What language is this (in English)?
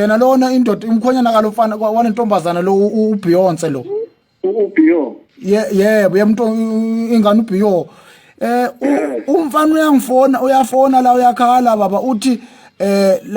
Zulu